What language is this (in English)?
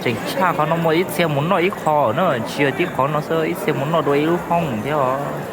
Hmong